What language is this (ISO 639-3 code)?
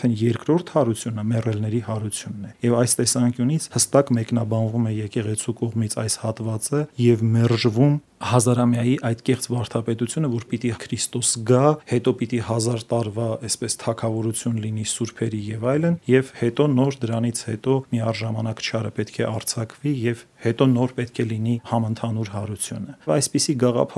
hye